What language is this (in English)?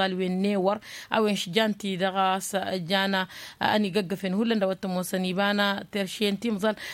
Tamasheq